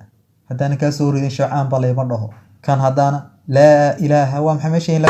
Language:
Somali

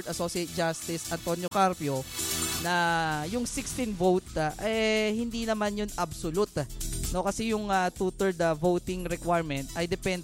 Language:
Filipino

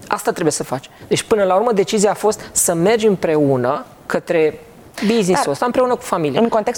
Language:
Romanian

